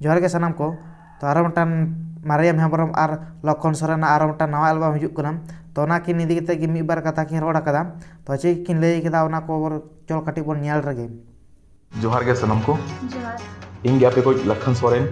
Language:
Santali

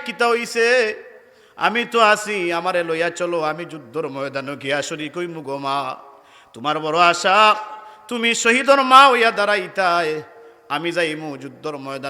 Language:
Sylheti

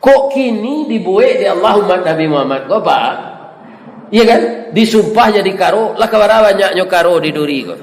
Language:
Minangkabau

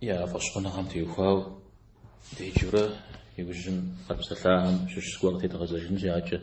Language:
Kabardian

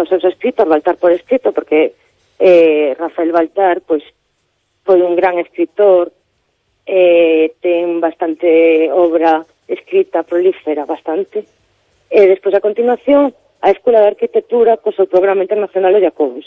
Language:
Galician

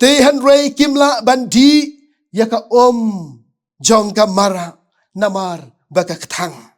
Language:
Khasi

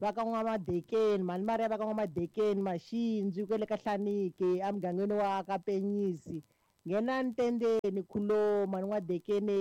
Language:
Tsonga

